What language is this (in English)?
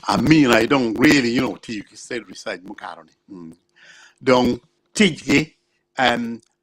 Acoli